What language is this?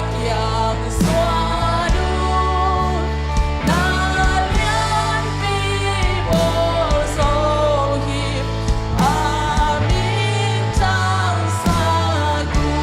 Tedim Chin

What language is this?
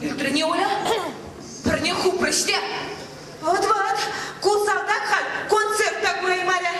Chuvash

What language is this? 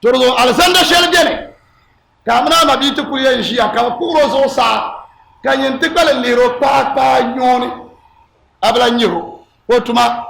Dagbani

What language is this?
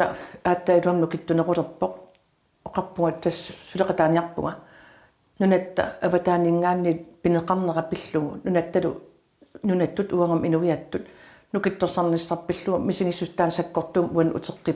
Kalaallisut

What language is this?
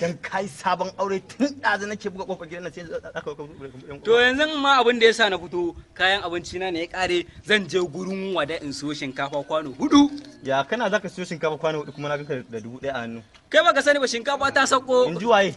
Hausa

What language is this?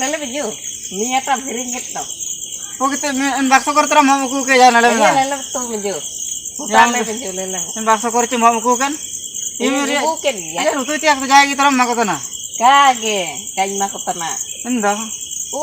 Ho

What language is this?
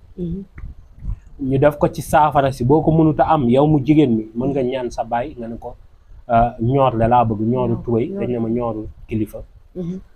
Wolof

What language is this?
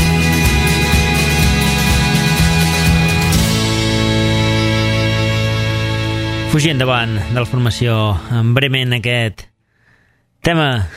Catalan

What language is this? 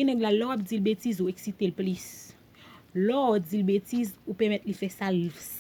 Haitian Creole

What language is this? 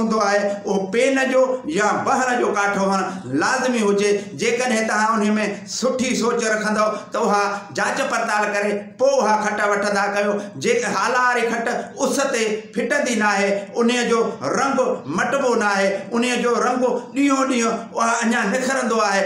Sindhi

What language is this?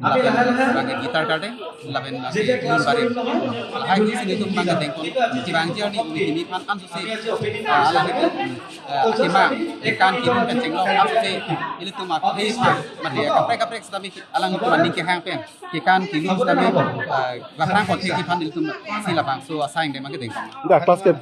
Karbi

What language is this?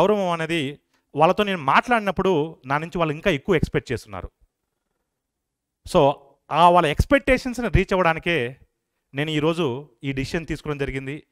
Telugu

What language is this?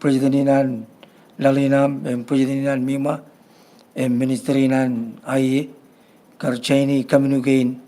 Marshallese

